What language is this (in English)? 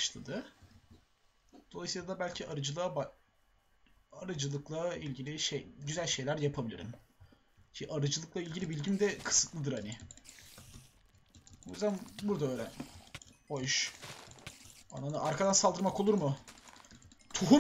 Turkish